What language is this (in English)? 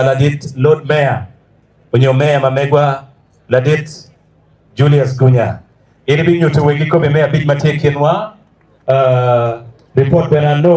Acoli